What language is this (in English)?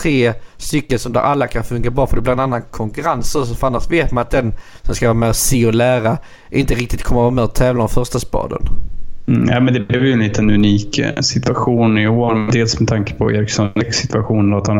Swedish